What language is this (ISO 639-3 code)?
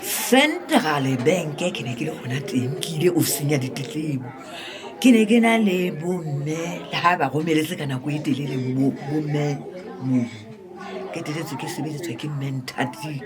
sot